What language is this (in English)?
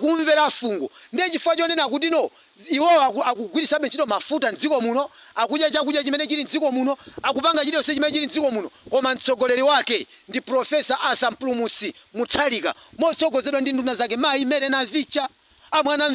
Nyanja